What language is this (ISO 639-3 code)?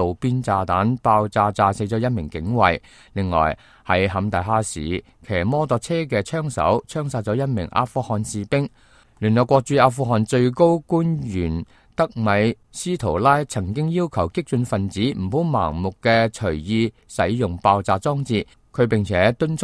yue